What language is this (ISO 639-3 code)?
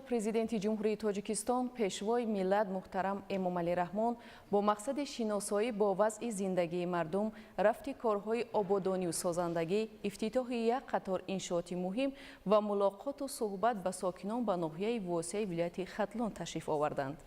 tgk